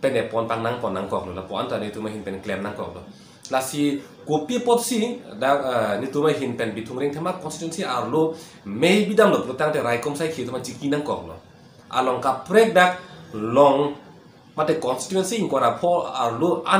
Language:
Karbi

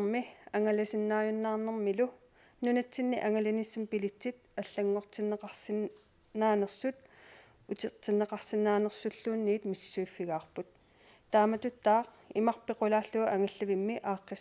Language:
Kalaallisut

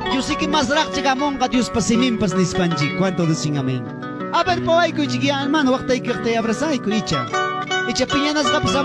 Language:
Ayacucho Quechua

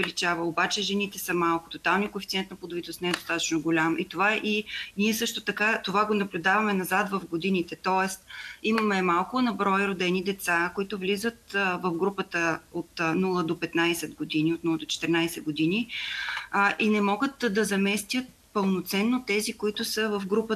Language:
Bulgarian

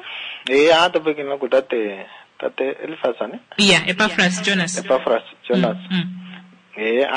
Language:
Kuanyama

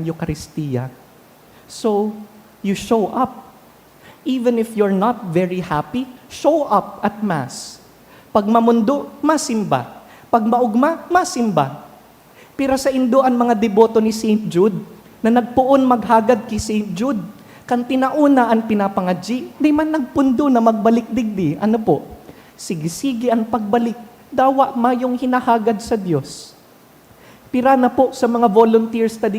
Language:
Bikol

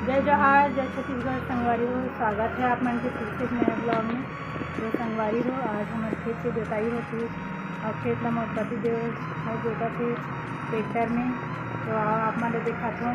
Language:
Chhattisgarhi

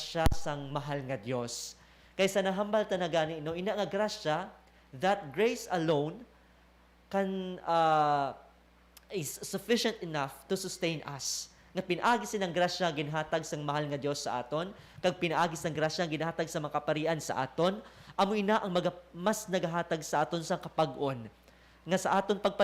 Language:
Hiligaynon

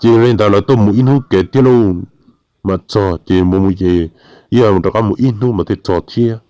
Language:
Hmong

